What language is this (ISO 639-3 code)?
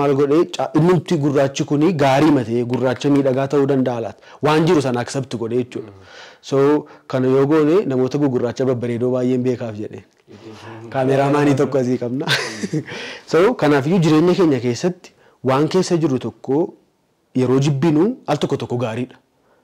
orm